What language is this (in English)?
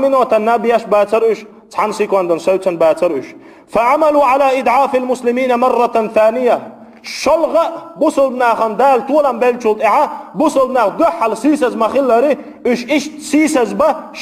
Chechen